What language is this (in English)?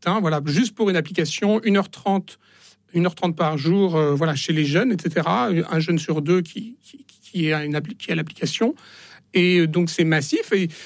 French